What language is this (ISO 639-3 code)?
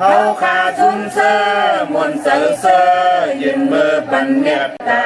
shn